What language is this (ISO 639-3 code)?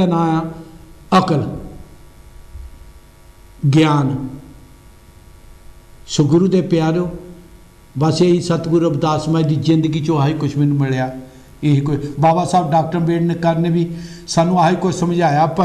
pan